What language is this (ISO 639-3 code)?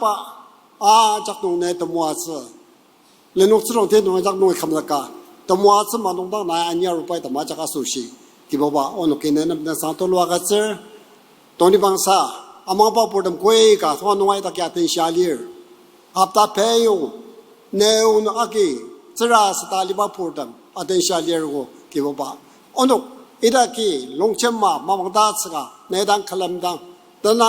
njo